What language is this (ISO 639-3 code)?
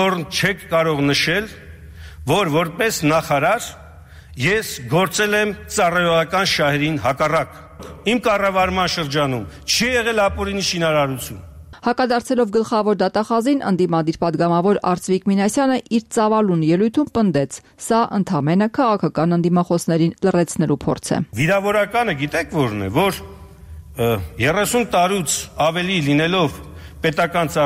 hye